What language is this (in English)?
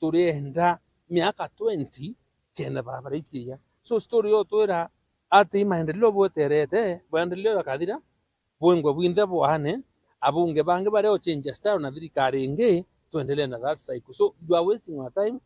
Meru